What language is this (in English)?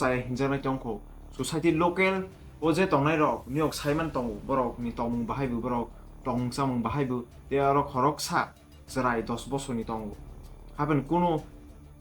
Kok Borok